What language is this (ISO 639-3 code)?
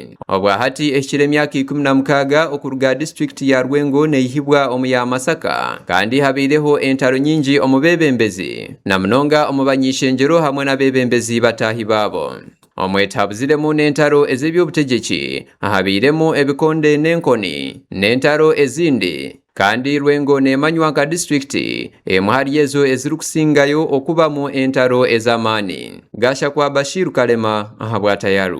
nyn